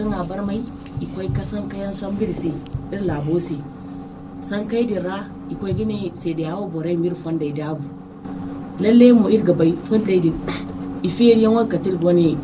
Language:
Zarma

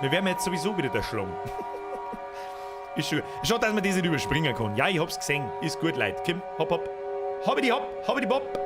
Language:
Bavarian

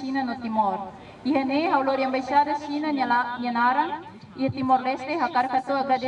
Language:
Tetum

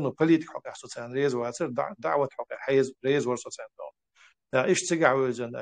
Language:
Chechen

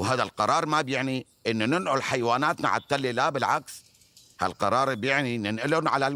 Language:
North Levantine Arabic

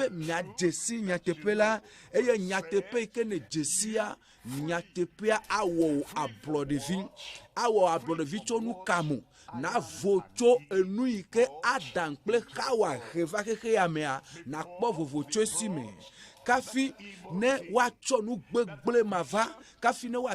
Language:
Ewe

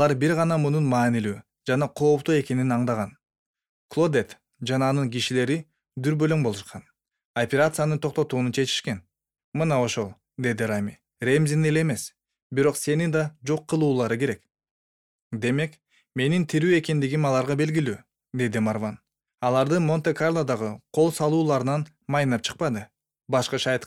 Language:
Kyrgyz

